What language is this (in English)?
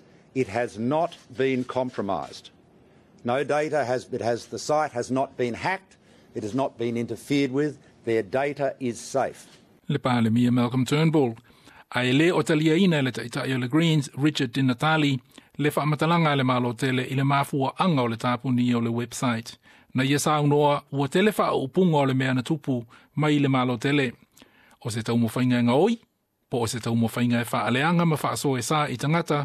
Samoan